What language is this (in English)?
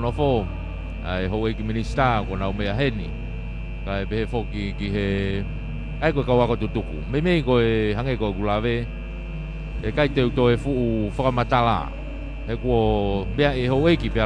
Tongan